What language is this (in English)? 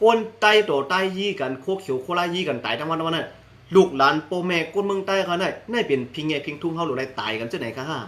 Shan